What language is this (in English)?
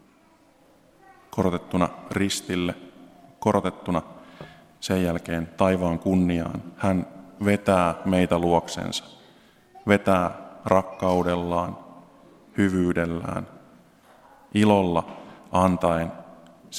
Finnish